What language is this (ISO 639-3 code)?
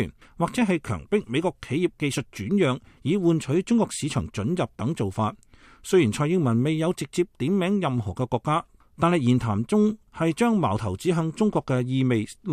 yue